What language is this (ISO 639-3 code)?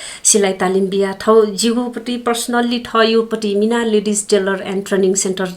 new